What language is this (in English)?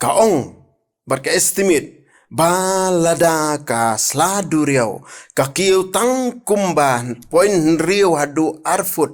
Khasi